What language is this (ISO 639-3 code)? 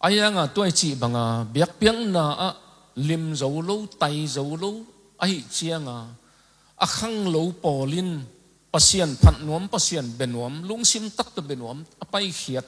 ctd